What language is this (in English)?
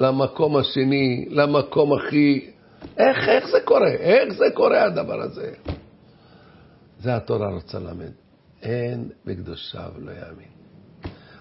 Hebrew